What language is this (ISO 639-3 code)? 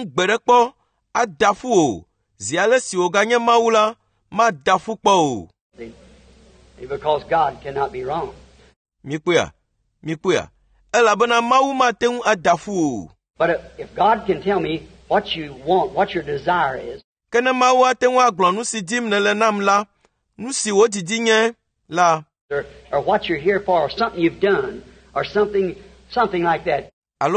ewe